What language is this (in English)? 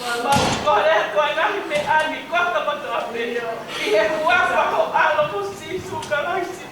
Tongan